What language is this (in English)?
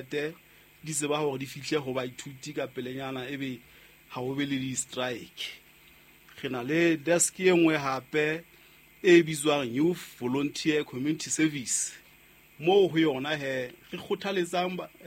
Southern Sotho